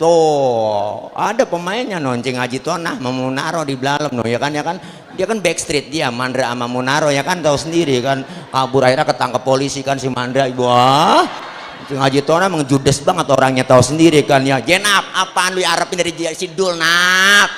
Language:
Betawi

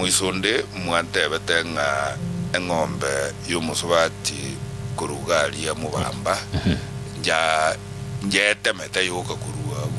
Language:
Gusii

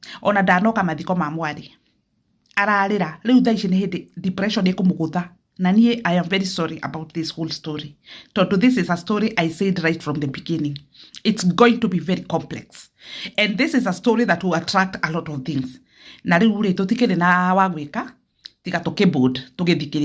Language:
Kikuyu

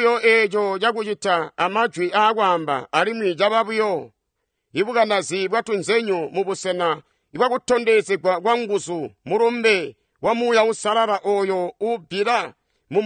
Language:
Tonga (Zambia)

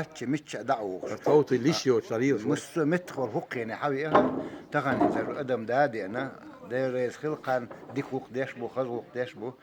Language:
Chechen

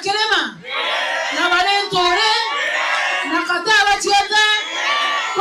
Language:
Meru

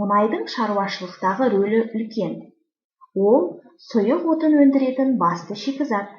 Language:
Kazakh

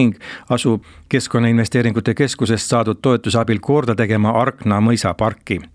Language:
Estonian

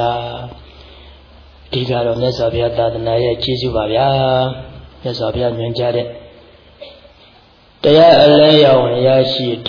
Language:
Burmese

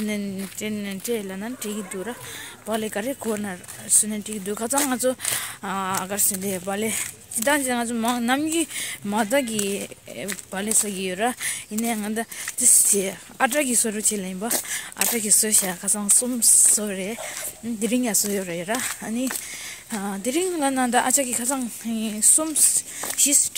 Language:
Tibetan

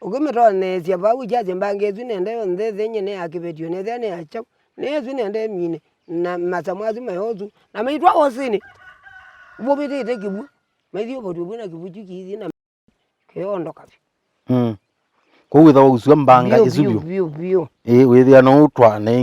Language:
Kamba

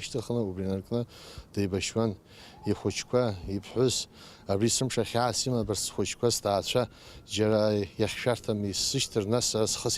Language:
Abkhazian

